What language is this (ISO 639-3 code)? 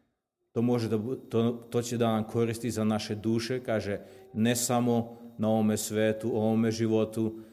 srp